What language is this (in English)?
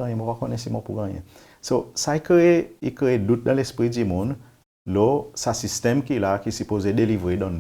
Seselwa Creole French